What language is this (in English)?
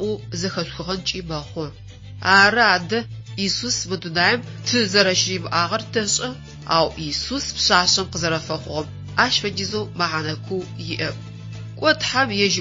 Adyghe